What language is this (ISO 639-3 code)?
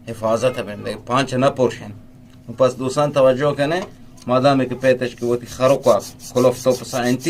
bgp